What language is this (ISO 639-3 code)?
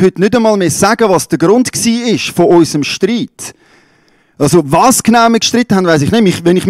gsw